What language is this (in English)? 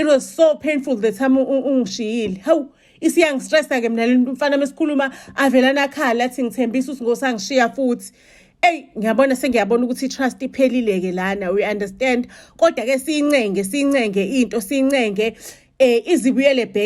Zulu